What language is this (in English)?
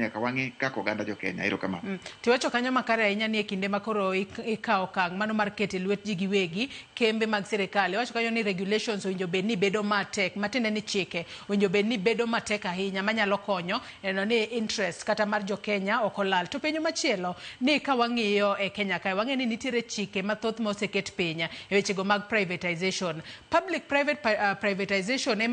Luo (Kenya and Tanzania)